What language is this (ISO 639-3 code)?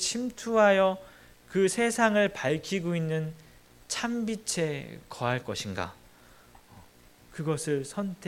kor